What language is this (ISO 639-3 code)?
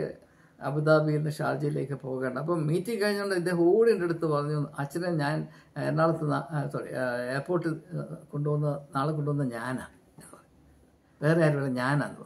mal